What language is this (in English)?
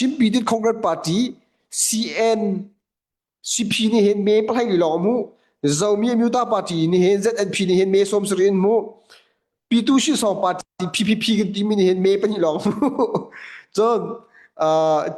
Hakha Chin